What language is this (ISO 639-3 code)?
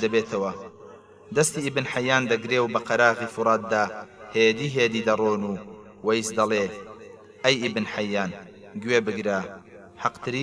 ckb